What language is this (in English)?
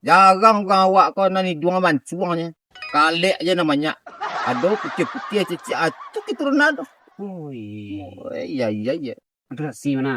Minangkabau